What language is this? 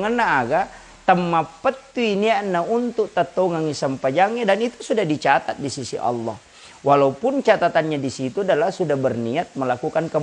Buginese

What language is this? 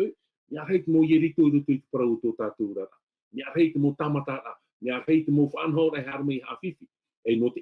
Tahitian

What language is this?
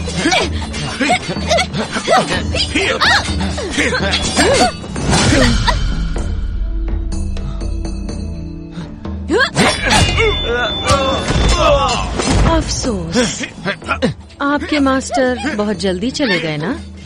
Hindi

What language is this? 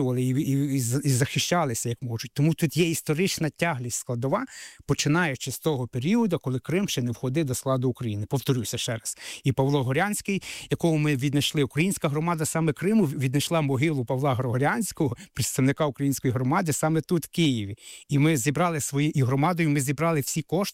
Ukrainian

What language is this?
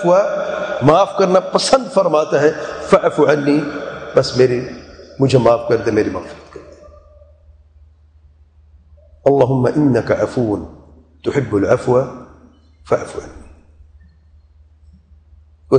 Urdu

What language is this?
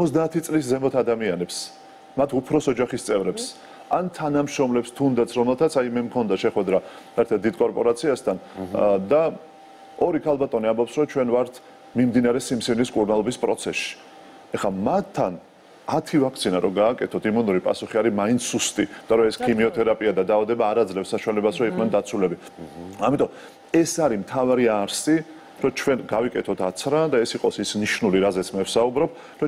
Georgian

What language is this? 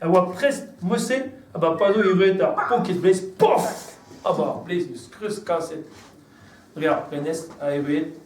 Breton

